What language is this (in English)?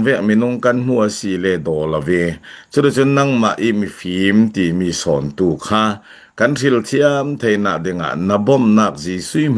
Falam Chin